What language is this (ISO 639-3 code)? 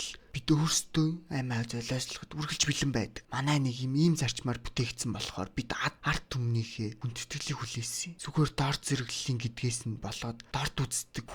mon